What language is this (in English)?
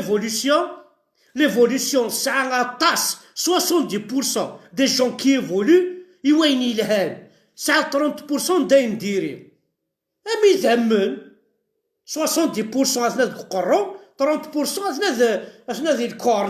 Kabyle